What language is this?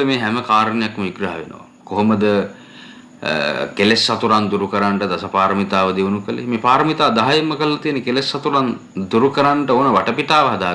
Sinhala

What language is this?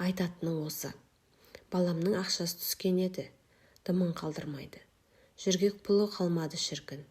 Kazakh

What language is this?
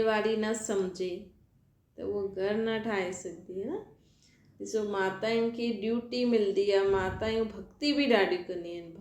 Sindhi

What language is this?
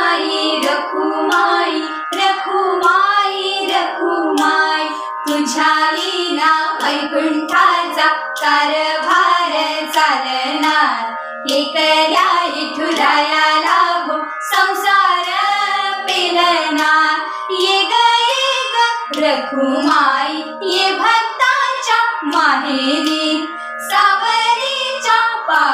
Marathi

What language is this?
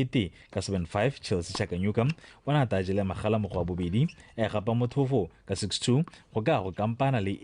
Tswana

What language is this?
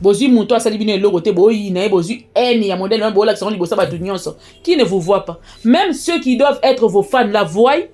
Lingala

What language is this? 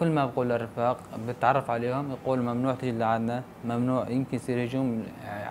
North Levantine Arabic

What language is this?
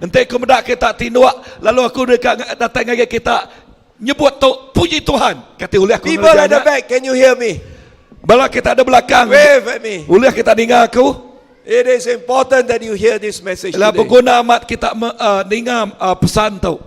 Iban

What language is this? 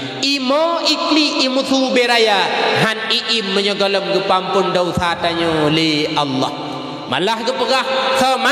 Achinese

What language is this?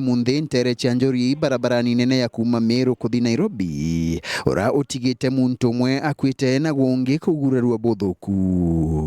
Meru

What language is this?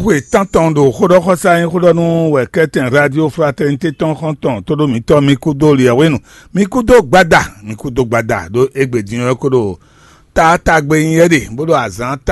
Fon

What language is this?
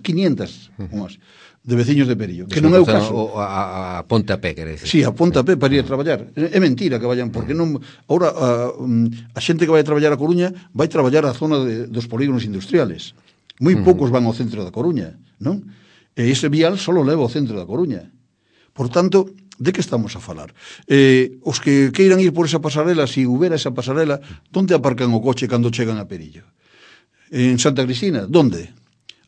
Galician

